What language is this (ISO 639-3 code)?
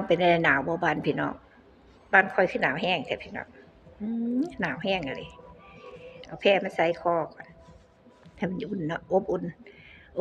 lao